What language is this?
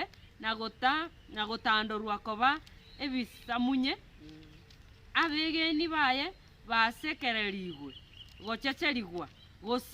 Gusii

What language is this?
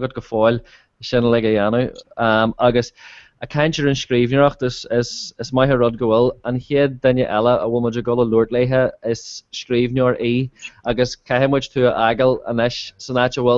Irish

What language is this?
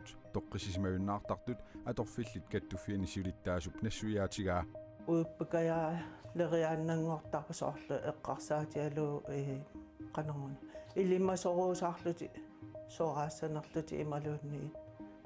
Kalaallisut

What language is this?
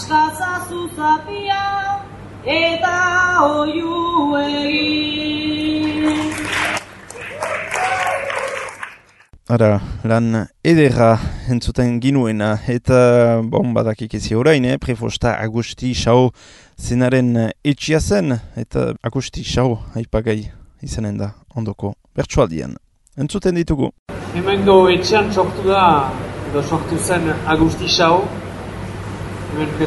Basque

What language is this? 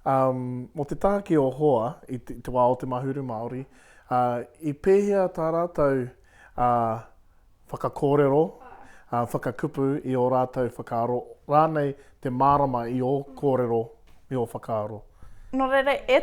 Māori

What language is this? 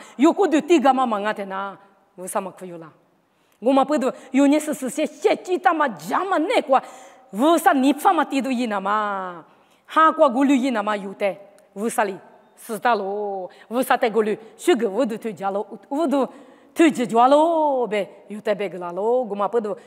Lisu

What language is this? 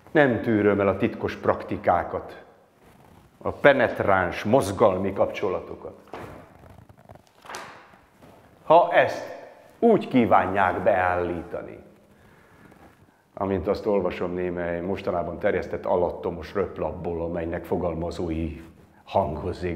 Hungarian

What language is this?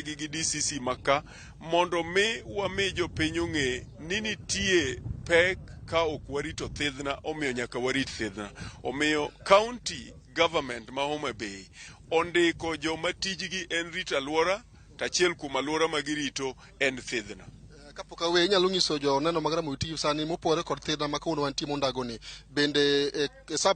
Luo (Kenya and Tanzania)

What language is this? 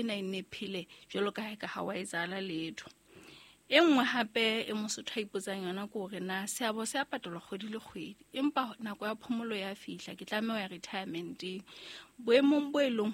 Southern Sotho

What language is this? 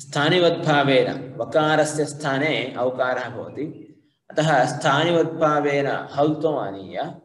Sanskrit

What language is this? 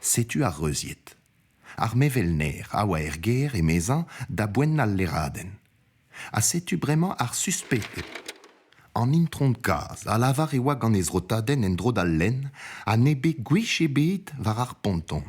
Breton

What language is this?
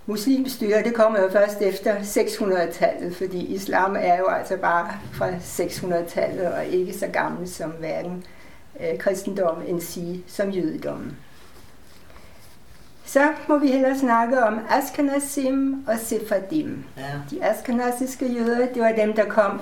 Danish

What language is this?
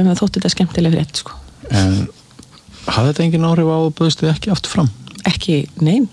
Icelandic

